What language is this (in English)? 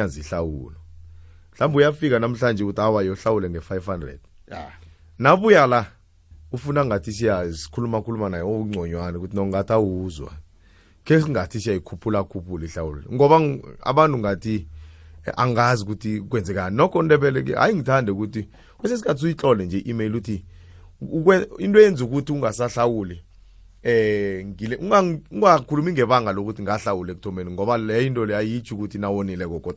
South Ndebele